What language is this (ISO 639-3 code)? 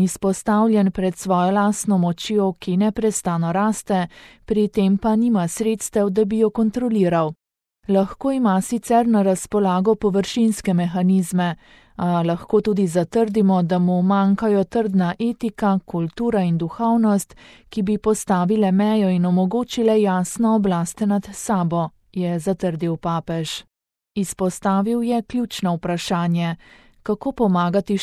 slv